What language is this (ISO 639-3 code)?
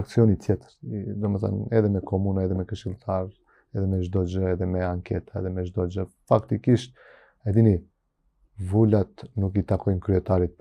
sqi